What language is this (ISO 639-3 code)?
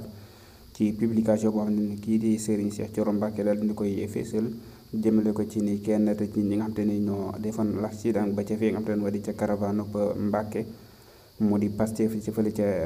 wol